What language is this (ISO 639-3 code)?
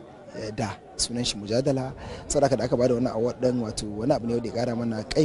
hau